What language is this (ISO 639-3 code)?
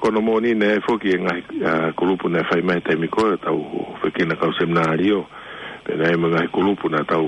ton